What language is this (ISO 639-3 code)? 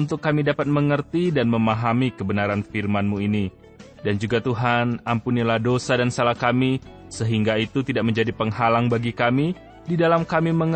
ind